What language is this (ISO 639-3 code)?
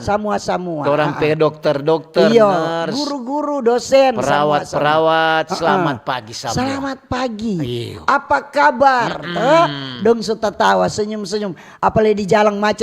xmm